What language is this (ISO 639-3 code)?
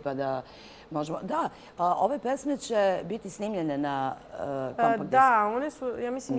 srp